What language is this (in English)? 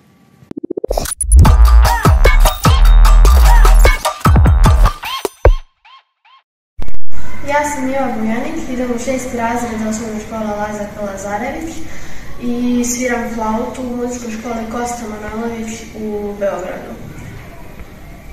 Serbian